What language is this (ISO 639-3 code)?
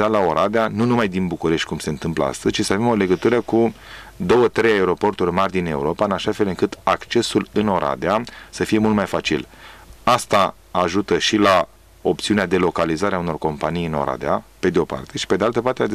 ron